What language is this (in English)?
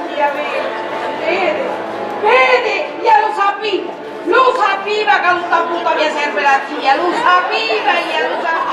Sicilian